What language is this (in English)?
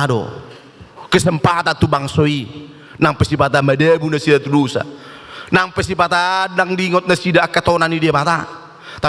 Batak Toba